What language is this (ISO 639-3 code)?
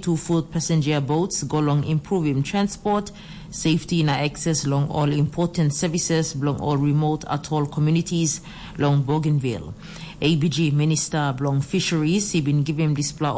tpi